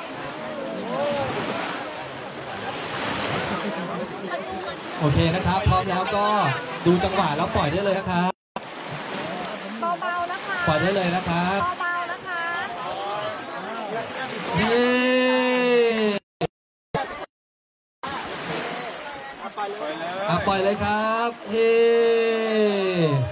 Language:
Thai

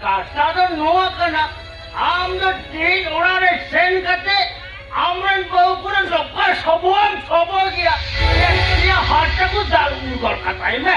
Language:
Santali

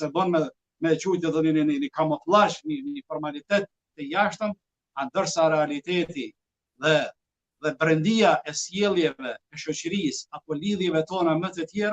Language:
Albanian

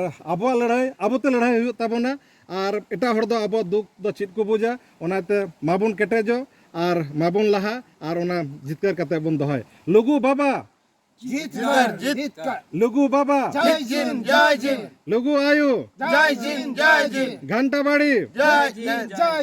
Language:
Santali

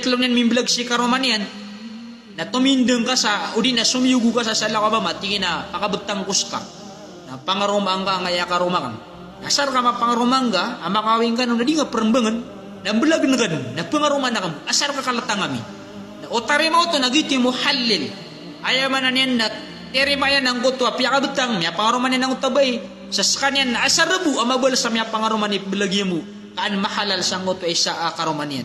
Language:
Maranao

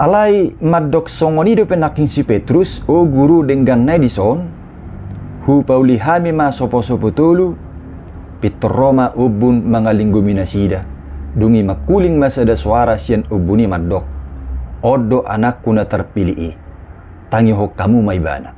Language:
Batak Toba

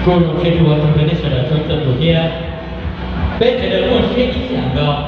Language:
Hmong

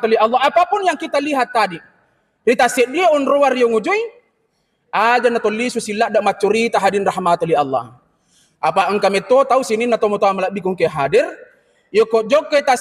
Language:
Buginese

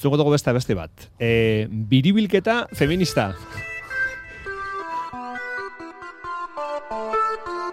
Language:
Basque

